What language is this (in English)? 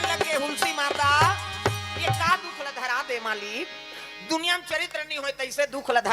Chhattisgarhi